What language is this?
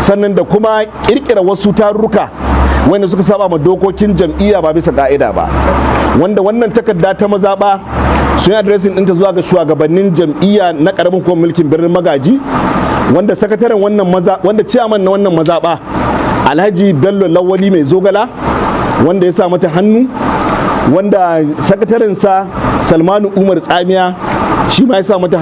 Hausa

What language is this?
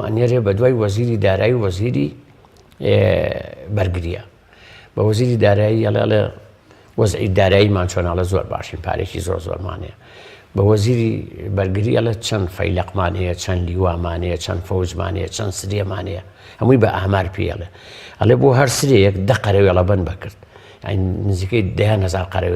Central Kurdish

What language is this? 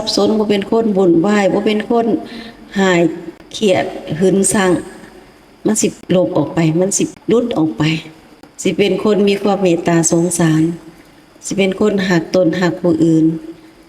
Lao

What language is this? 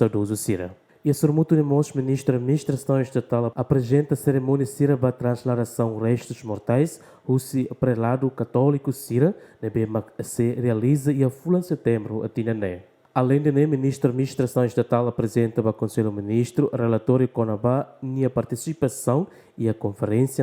Tetum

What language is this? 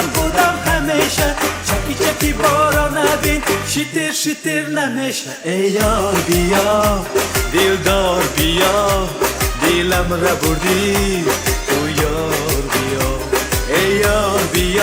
Tajik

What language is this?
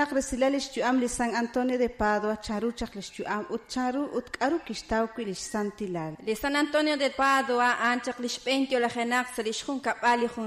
Kekchí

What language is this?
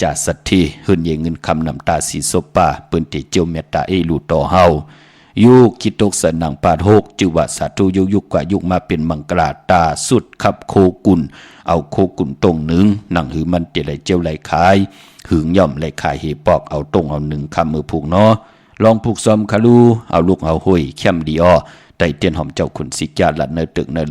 Shan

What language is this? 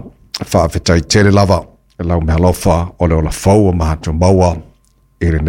Samoan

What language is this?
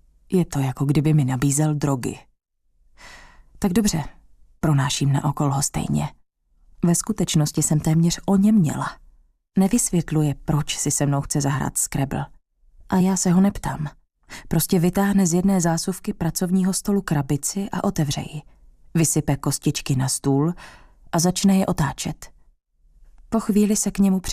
Czech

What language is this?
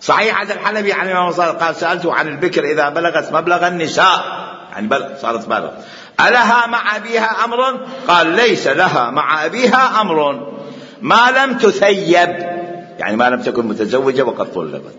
Mesopotamian Arabic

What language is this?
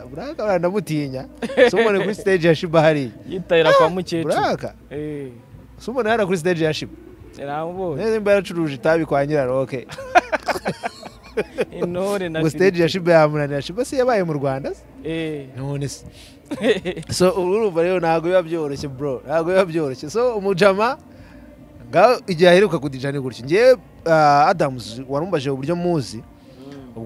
Kinyarwanda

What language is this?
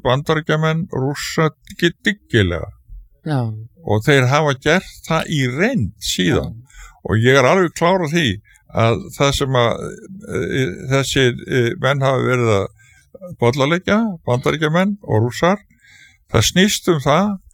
Icelandic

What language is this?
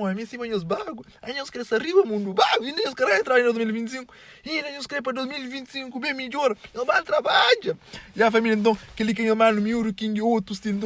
Kabuverdianu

